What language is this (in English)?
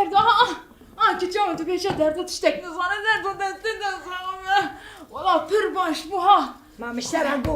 Kurdish